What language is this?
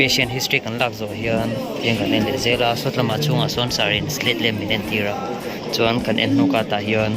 Mizo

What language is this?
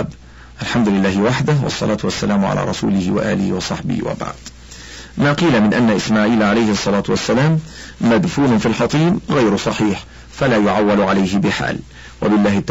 Arabic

